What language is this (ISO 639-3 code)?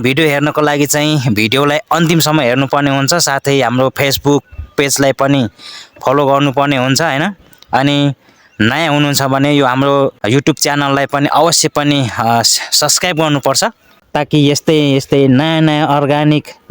nep